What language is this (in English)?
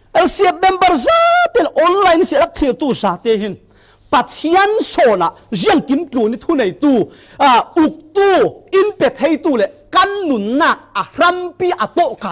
Falam Chin